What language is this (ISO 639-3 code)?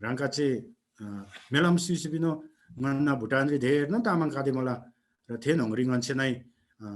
taj